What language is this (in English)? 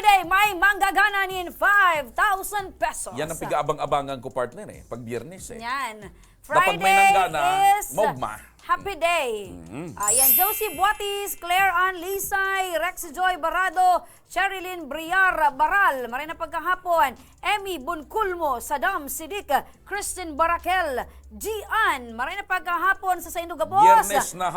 Bikol